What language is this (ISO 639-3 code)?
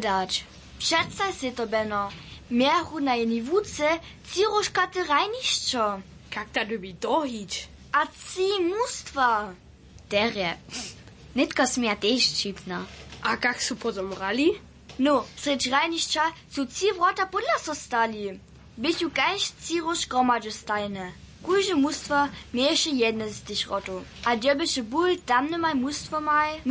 hsb